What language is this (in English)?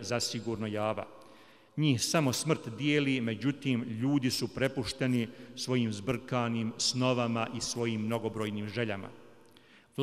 Bosnian